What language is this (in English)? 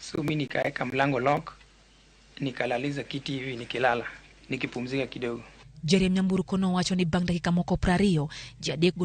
Luo (Kenya and Tanzania)